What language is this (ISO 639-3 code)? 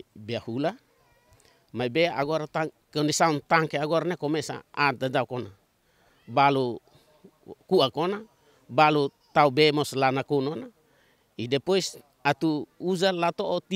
tet